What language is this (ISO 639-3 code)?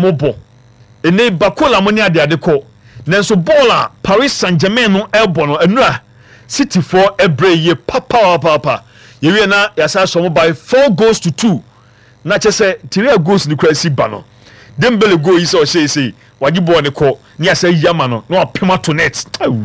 aka